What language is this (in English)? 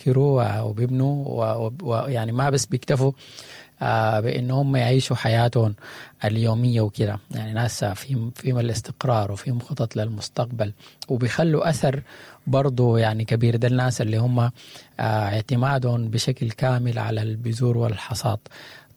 Sudanese Arabic